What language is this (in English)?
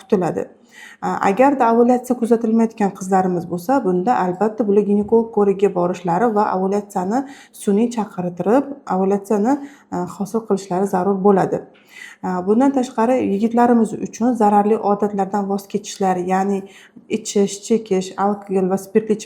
Uzbek